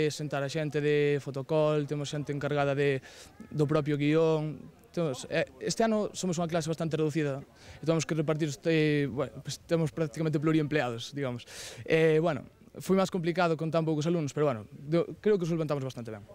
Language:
Galician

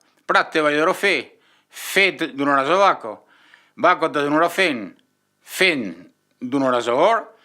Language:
Occitan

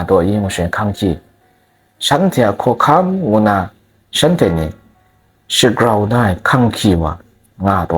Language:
Kachin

